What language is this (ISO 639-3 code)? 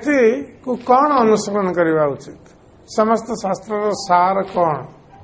ori